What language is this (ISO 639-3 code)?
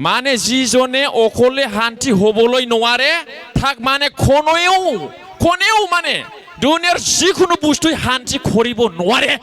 brx